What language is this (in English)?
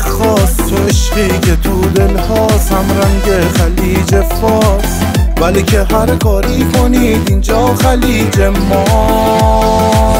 Persian